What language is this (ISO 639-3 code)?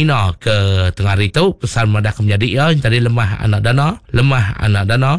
iba